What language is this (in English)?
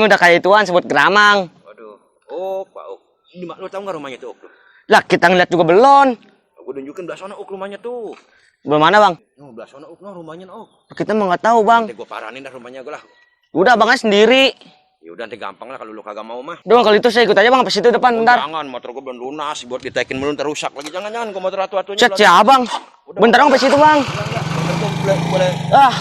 Betawi